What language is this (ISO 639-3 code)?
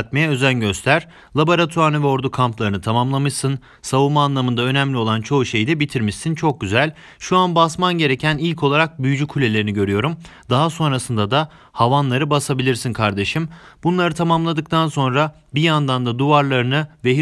tur